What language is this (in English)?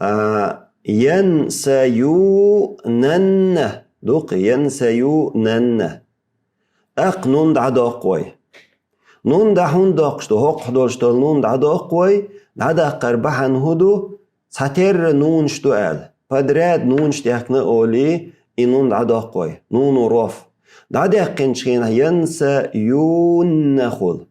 Chechen